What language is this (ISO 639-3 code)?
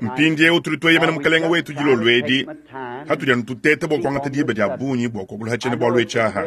lua